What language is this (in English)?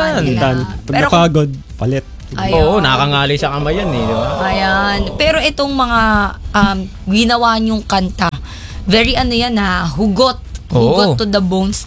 Filipino